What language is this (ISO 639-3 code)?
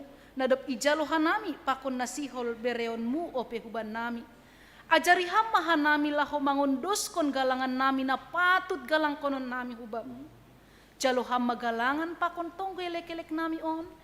bts